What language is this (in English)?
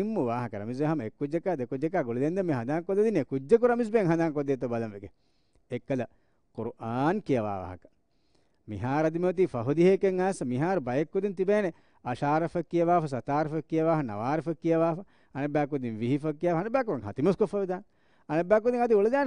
Divehi